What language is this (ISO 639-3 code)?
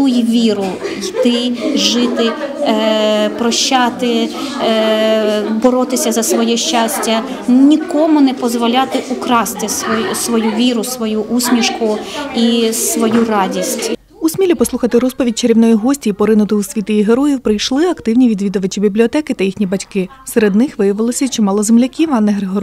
ukr